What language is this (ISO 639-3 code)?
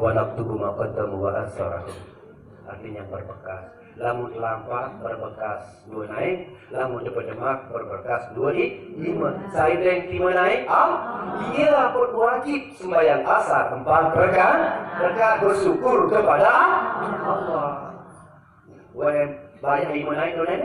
sas